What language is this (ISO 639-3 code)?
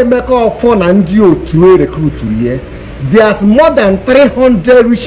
ibo